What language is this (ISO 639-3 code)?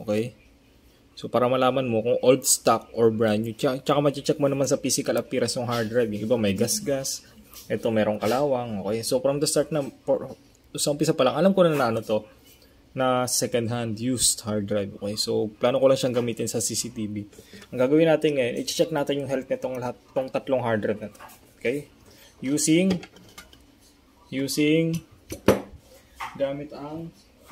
fil